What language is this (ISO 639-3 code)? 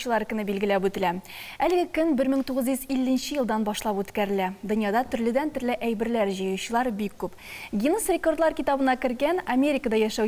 tat